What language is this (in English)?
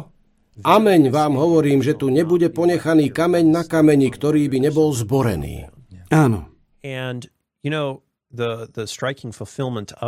Slovak